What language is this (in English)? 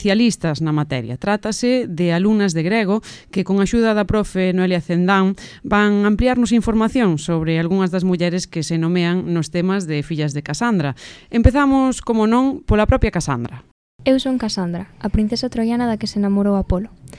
Galician